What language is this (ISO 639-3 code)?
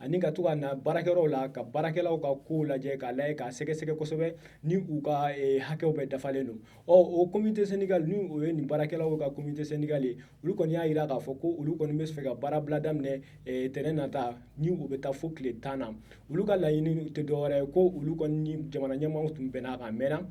bam